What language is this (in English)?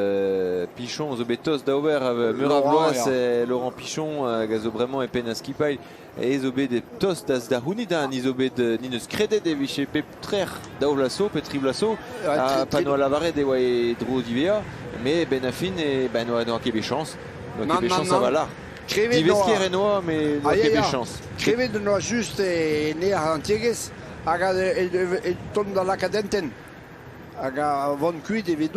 Breton